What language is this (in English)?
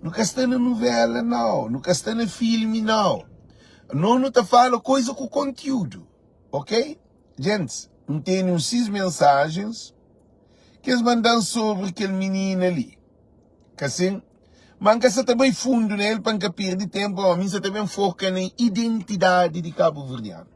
Kabuverdianu